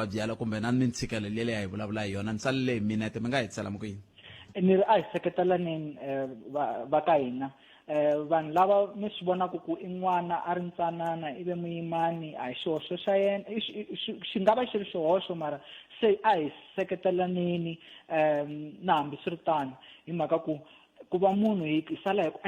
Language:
Tsonga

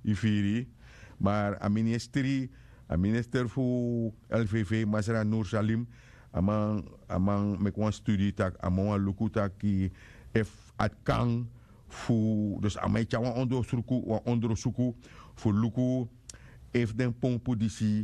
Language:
Sranan Tongo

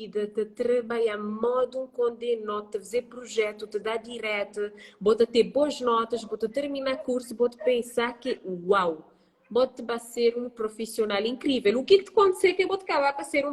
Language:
Kabuverdianu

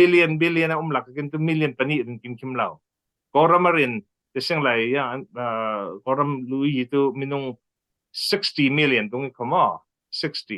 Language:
Falam Chin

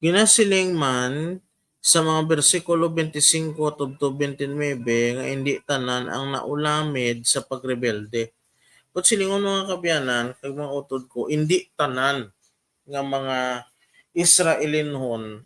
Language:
Hiligaynon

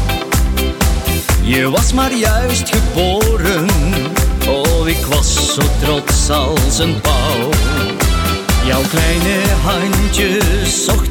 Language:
Dutch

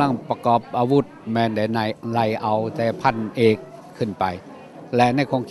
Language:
Lao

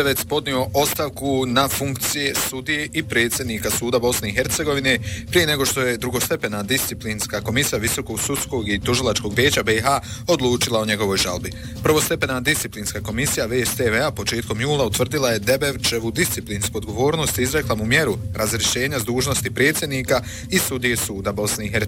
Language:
Bosnian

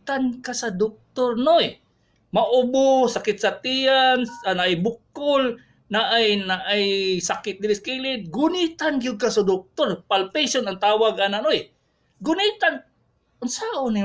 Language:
Cebuano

